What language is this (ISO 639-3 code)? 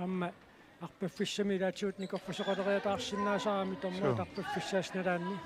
kal